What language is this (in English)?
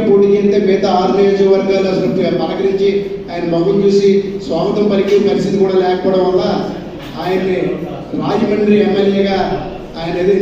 Telugu